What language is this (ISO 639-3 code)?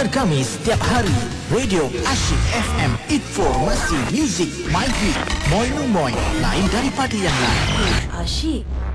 msa